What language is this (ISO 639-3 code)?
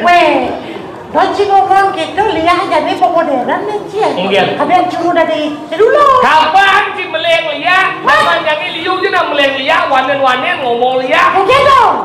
ban